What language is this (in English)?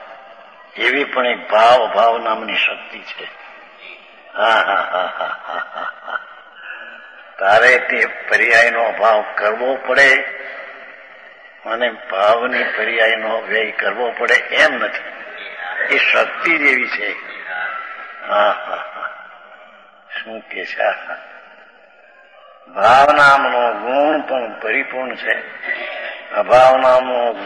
Gujarati